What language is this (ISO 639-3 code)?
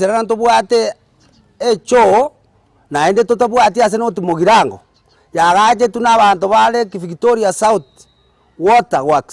guz